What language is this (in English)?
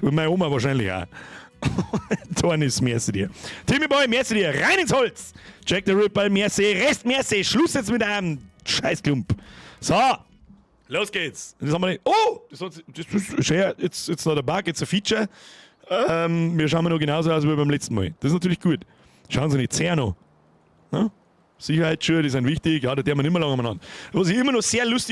Bavarian